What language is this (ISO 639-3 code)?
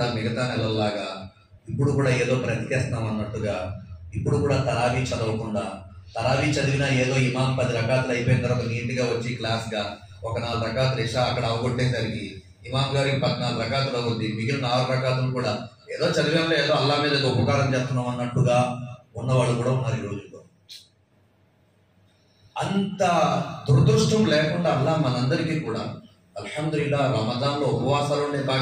tel